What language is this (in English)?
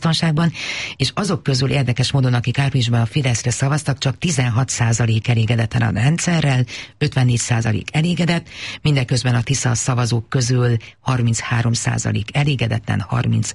Hungarian